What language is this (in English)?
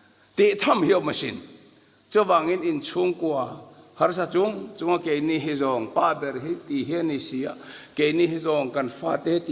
Mizo